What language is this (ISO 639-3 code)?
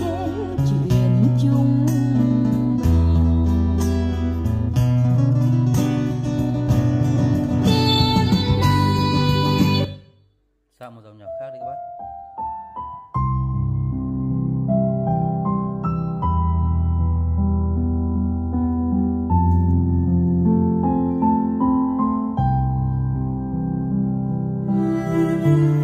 vie